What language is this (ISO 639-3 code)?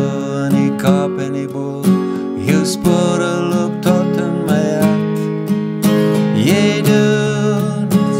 afr